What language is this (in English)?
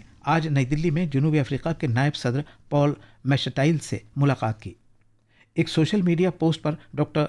Urdu